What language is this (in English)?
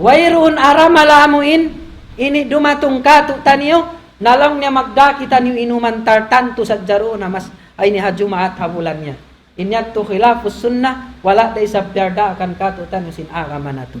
Tausug